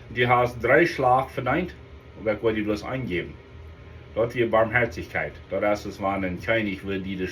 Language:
Plautdietsch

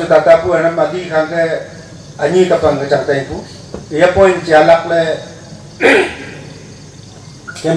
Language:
Wancho Naga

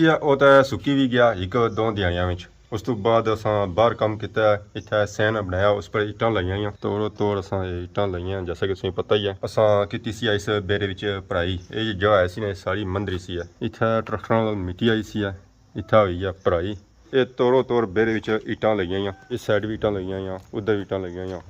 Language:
Pahari-Potwari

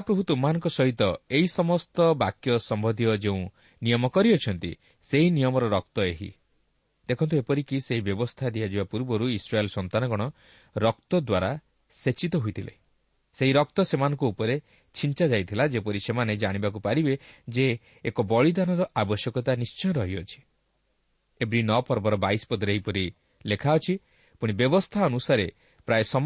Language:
Odia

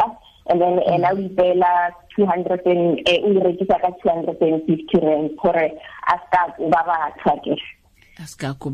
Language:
Tswana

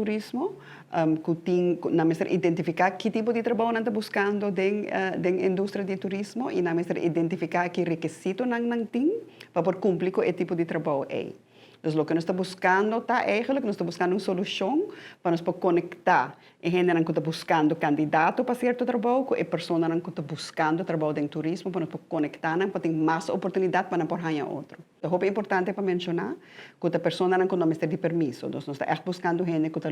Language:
Papiamento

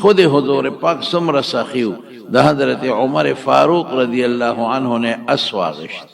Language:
Pashto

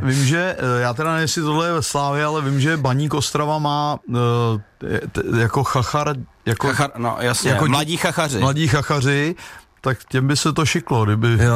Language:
Czech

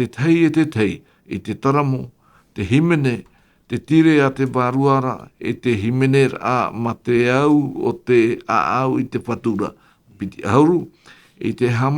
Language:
Tahitian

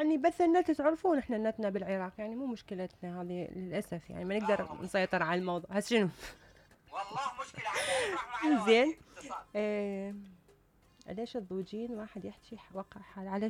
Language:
Mesopotamian Arabic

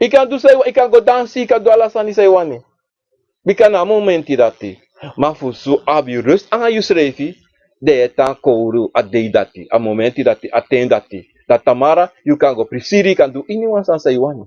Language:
Sranan Tongo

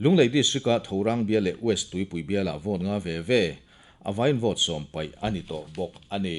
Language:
Mizo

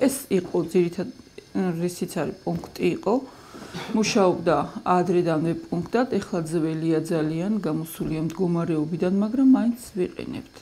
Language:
Georgian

